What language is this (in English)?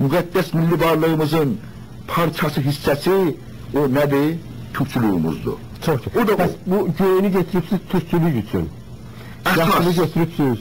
South Azerbaijani